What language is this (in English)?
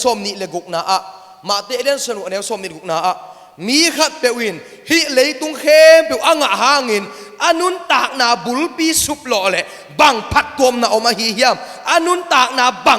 Tedim Chin